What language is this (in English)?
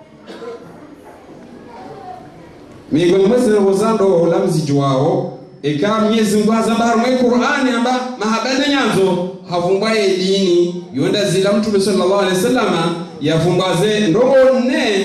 Ngazidja Comorian